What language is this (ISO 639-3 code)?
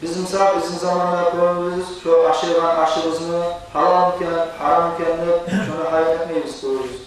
kum